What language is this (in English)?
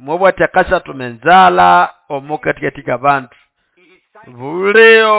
Nande